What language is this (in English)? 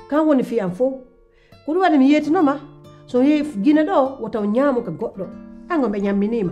Pular